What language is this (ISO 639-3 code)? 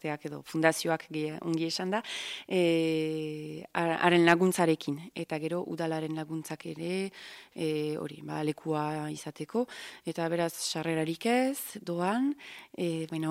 eus